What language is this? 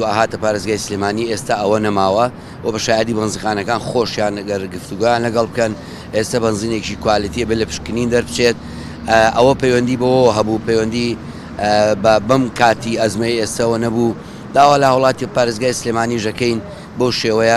Central Kurdish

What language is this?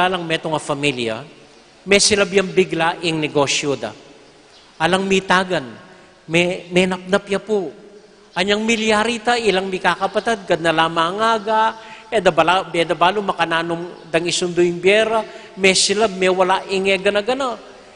Pampanga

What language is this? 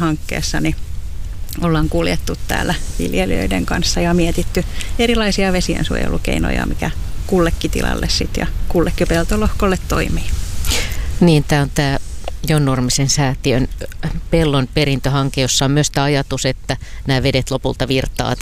Finnish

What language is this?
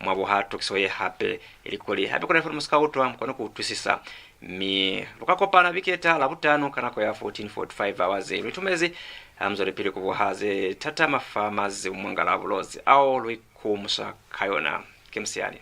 Lozi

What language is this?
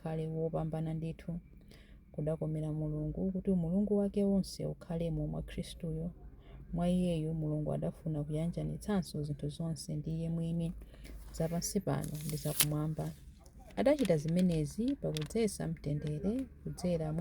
Nyanja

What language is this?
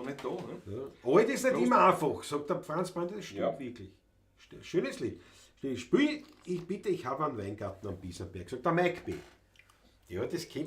Bavarian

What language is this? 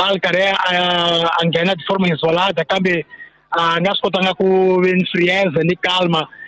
Tsonga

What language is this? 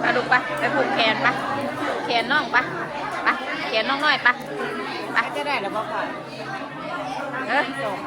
Northeastern Thai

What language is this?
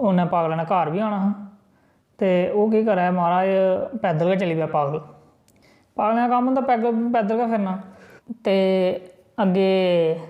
Dogri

